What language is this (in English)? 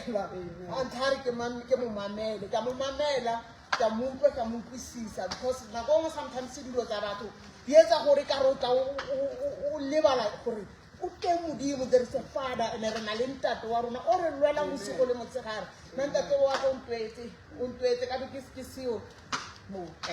Southern Sotho